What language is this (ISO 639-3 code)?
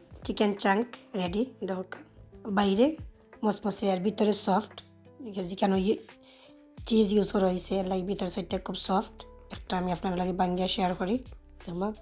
syl